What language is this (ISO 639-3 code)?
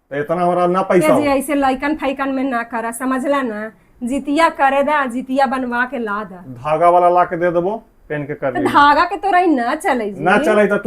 mag